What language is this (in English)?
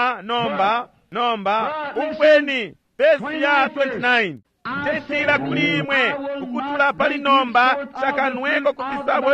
Bemba